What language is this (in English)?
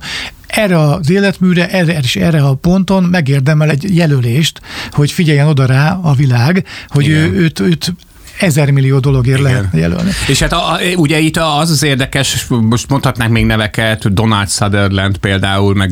Hungarian